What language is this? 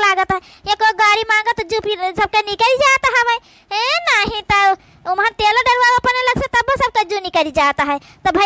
Awadhi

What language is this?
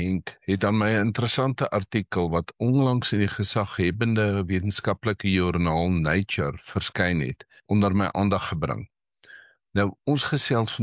Afrikaans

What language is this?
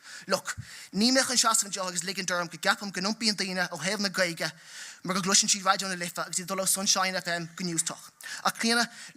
Irish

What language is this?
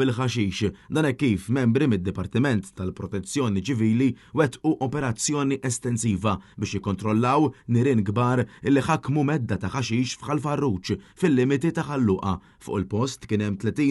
Maltese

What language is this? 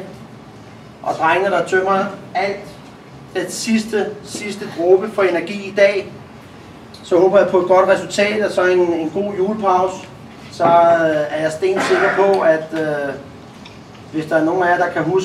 Danish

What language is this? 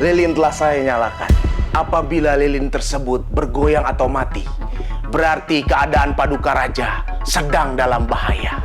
Betawi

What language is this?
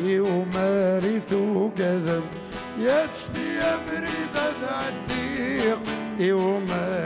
Kabyle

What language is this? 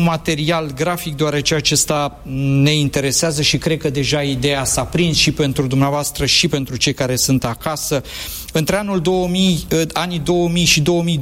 Romanian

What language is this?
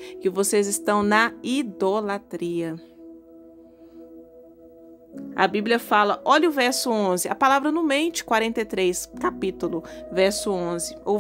Portuguese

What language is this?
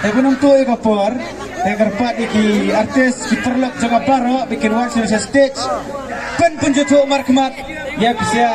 Khasi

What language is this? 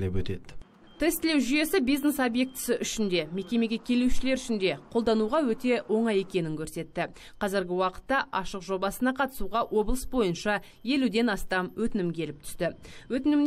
Kazakh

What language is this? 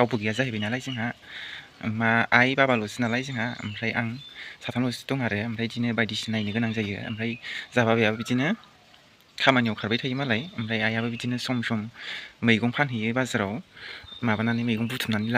Bodo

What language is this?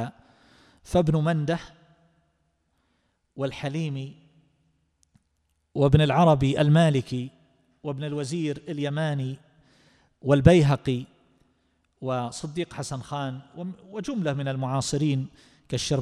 Arabic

